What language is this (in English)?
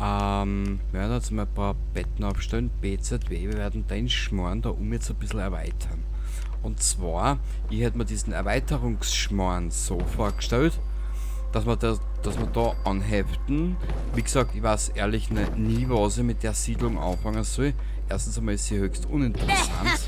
Bavarian